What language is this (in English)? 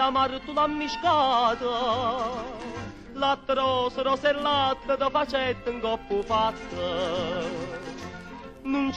Neapolitan